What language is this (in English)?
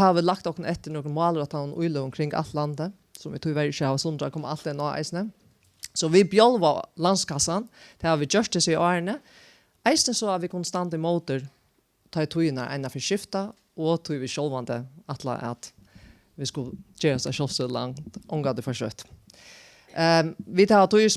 Faroese